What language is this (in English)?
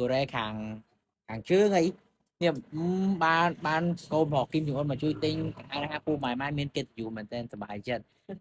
Khmer